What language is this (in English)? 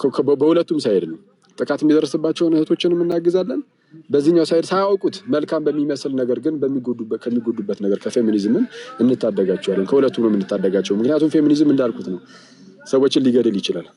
Amharic